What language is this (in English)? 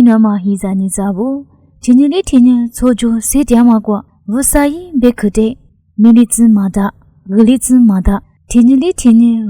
Lisu